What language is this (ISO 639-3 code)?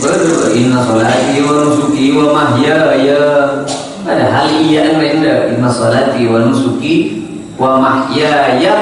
mad